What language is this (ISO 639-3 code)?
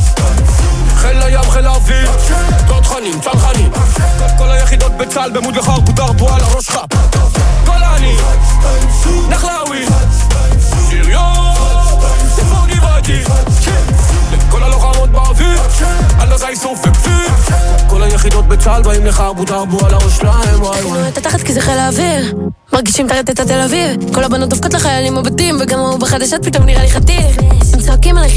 heb